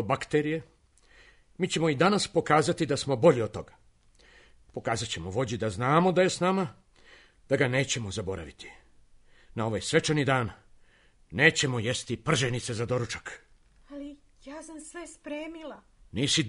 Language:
Serbian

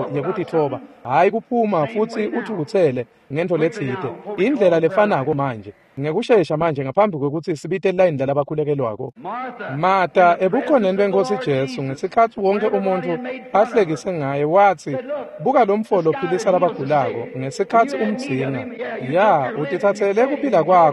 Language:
Swati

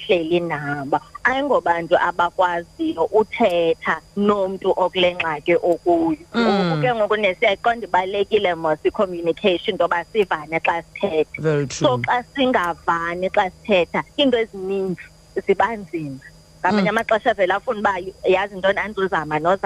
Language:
Xhosa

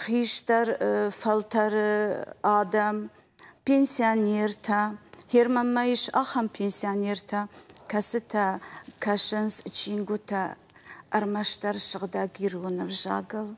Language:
Ossetic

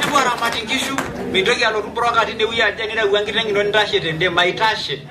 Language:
Masai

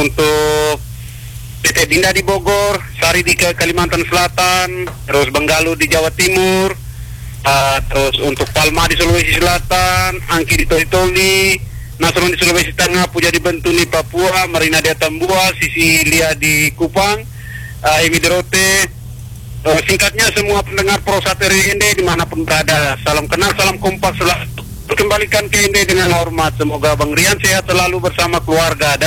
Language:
Indonesian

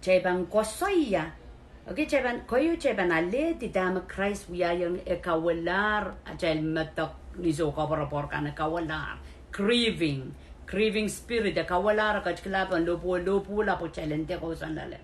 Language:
Pohnpeian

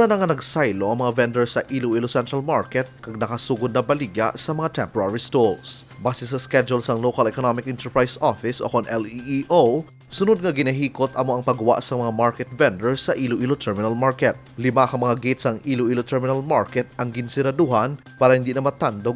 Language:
Hiligaynon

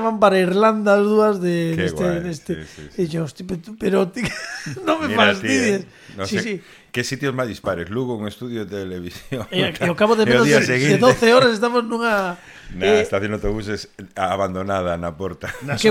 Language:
Galician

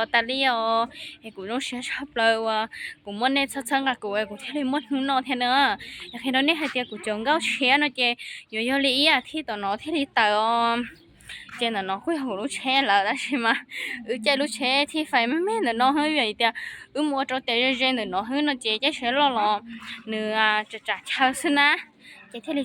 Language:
Hmong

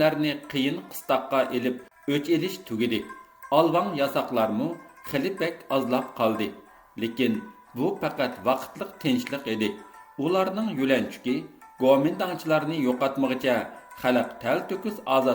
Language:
Uyghur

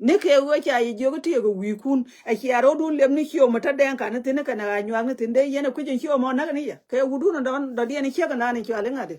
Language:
Nuer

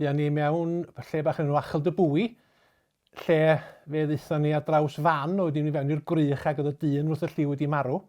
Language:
Welsh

